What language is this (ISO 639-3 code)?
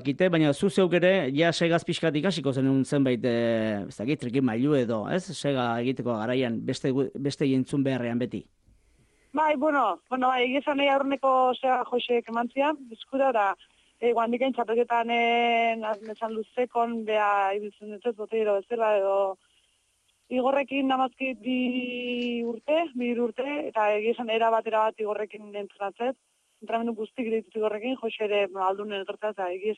eus